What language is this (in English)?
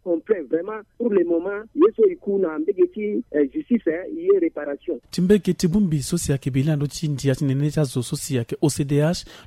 Sango